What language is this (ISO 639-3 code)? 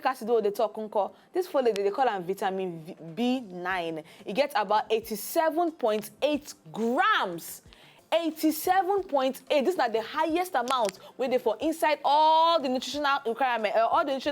pcm